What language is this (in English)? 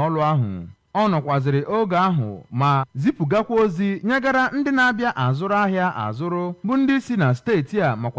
Igbo